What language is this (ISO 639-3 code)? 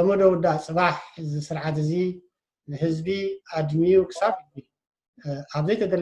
tir